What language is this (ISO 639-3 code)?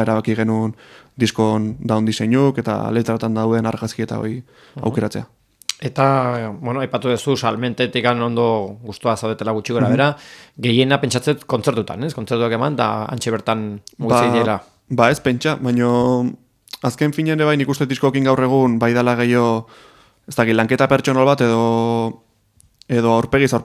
eus